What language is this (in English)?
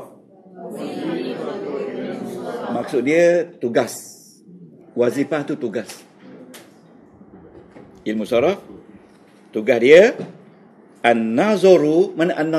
Malay